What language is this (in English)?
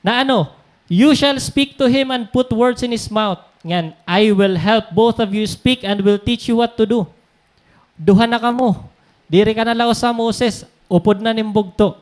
Waray